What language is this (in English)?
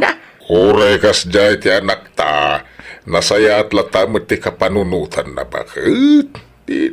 Iloko